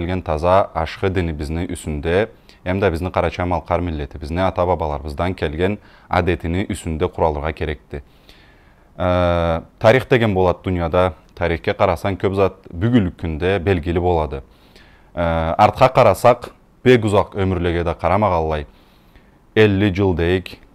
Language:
Karachay-Balkar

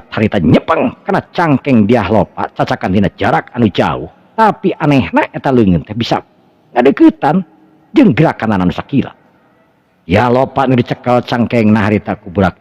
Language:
Sundanese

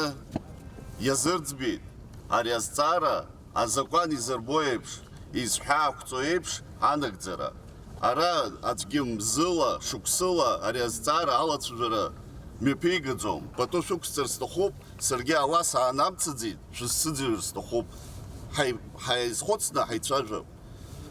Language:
Abkhazian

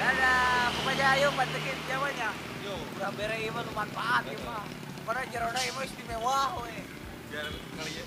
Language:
Sundanese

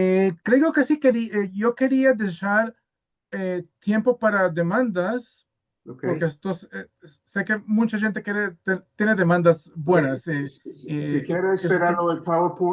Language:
Ladino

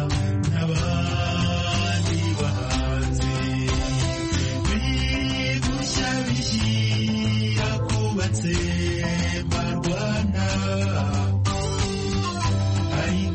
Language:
Kinyarwanda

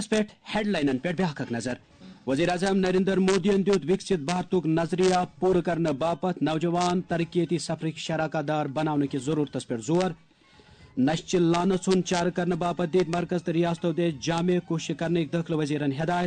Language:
Kashmiri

